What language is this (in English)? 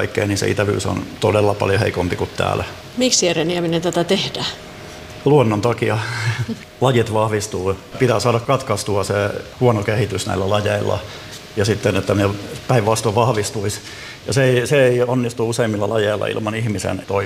Finnish